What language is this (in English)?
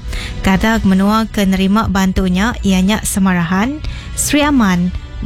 Iban